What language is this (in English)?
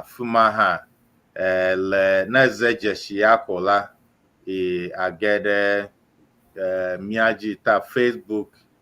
Ewe